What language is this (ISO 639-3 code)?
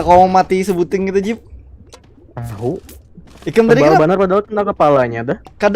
bjn